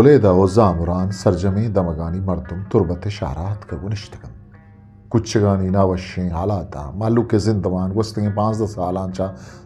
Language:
Eastern Balochi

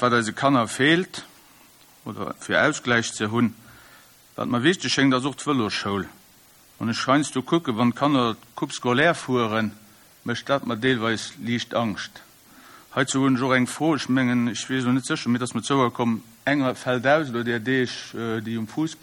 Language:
Luxembourgish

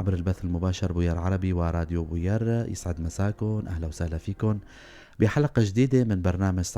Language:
North Levantine Arabic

